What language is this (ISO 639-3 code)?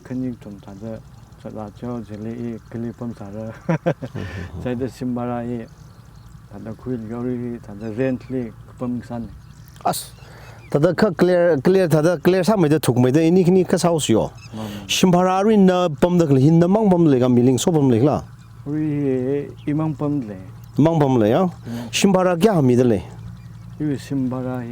nmf